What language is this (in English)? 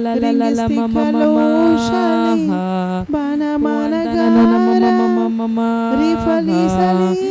Tem